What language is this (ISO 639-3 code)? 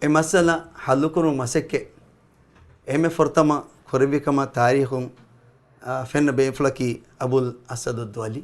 div